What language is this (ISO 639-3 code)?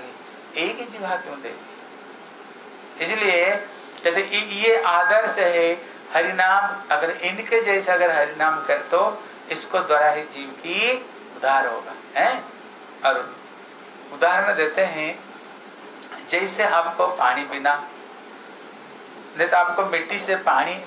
hin